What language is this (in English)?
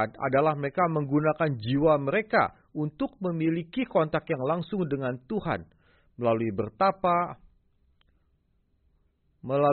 Indonesian